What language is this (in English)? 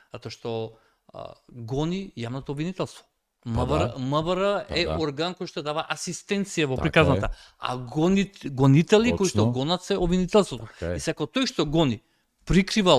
Macedonian